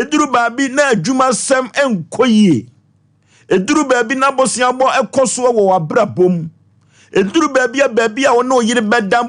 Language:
Akan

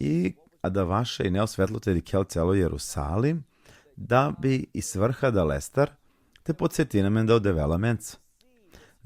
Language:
Balkan Romani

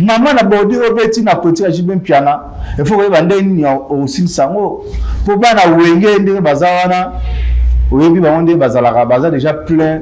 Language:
Lingala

